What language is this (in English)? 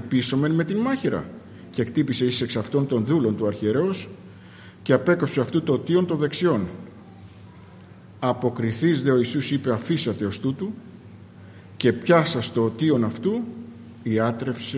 Greek